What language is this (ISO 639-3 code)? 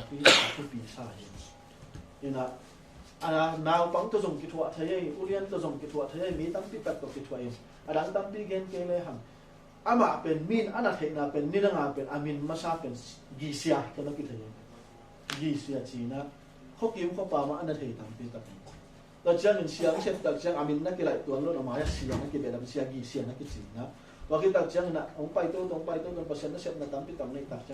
ctd